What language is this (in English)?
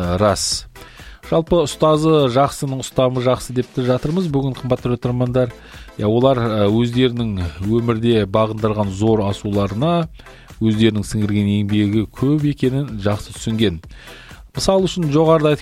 Kazakh